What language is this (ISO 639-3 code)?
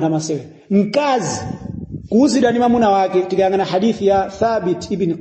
nya